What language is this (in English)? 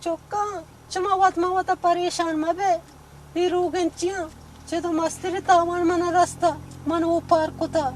Eastern Balochi